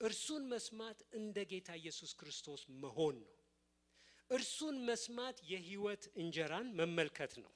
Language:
Amharic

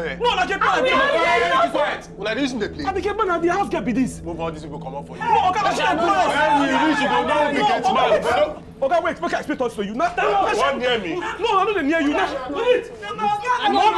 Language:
Nigerian Pidgin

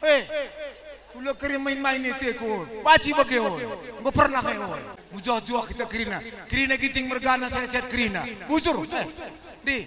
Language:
Batak Karo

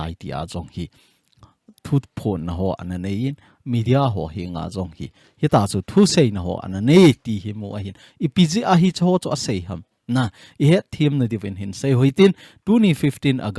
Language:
Thado Chin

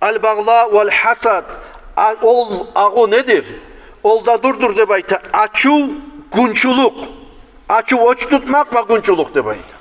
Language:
Kumyk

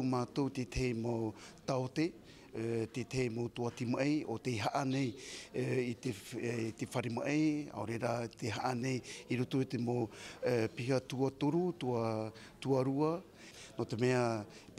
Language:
Tahitian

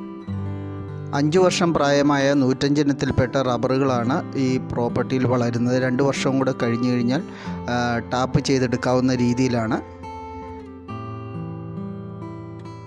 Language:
Malayalam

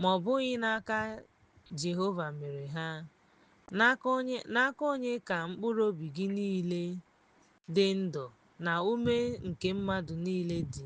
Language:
Igbo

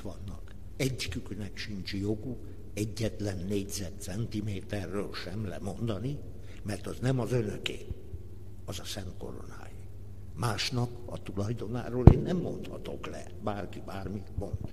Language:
Hungarian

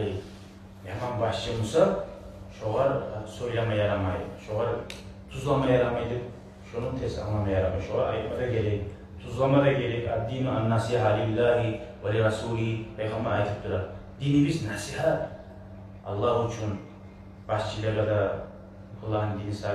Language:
Kumyk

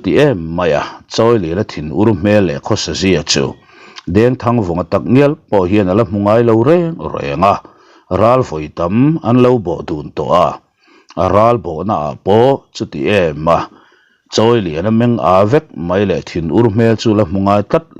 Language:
Mizo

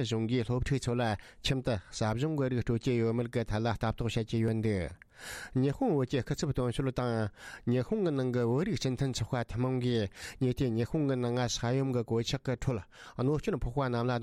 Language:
Tibetan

